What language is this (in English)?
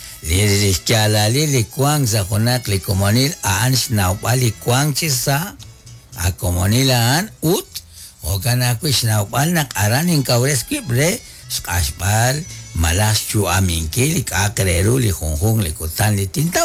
Kekchí